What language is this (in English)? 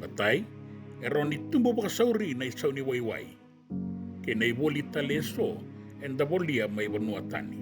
Fijian